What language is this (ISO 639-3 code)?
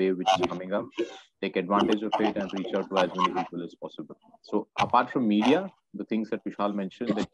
eng